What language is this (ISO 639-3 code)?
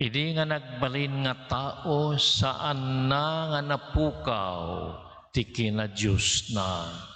ilo